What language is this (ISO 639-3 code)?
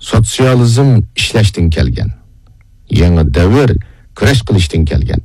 uig